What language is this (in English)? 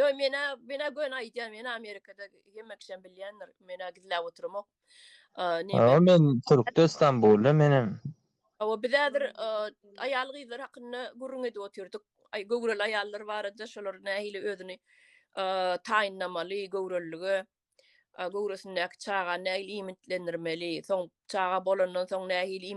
Turkmen